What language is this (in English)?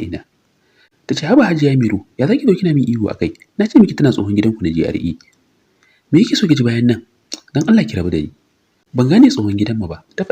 Hausa